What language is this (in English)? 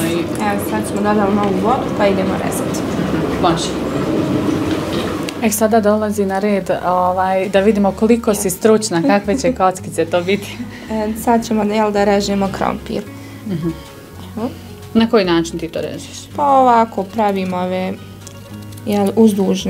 Bosnian